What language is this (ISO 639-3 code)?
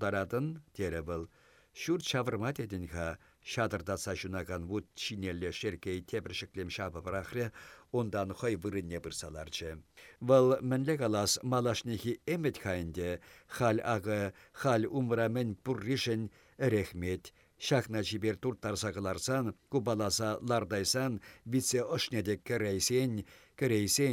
chv